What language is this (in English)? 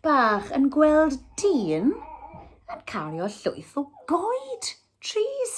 Welsh